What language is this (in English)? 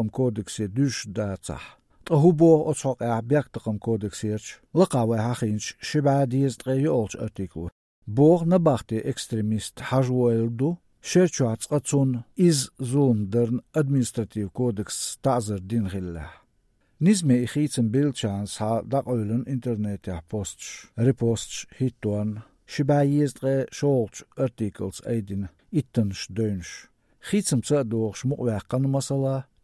Chechen